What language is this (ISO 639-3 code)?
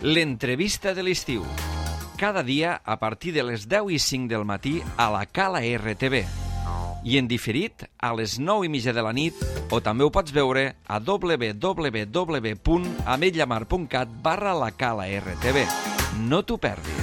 cat